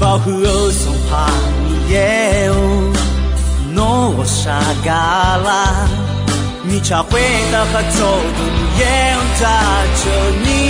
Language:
Akha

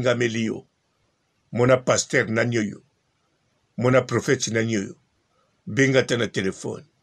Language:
Lingala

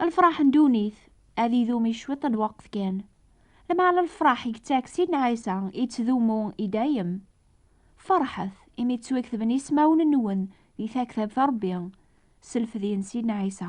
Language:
Kabyle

